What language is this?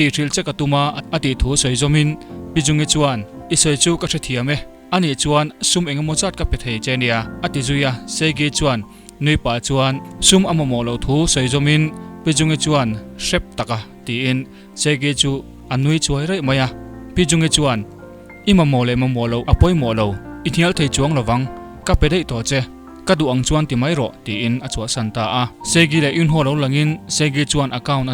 Mizo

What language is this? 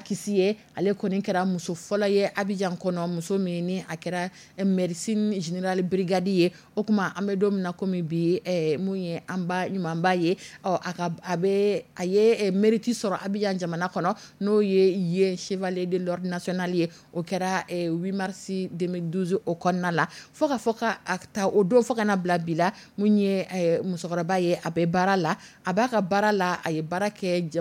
Dyula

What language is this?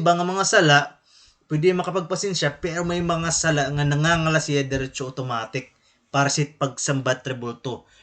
Waray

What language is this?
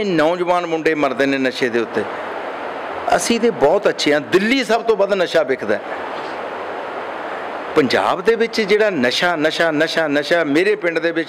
Punjabi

